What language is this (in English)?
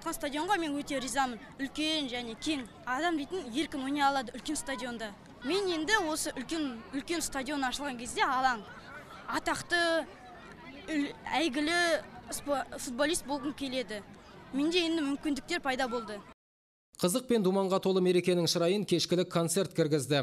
Kazakh